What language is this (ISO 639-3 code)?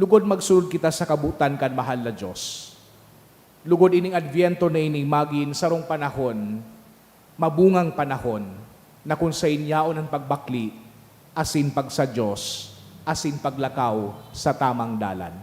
bik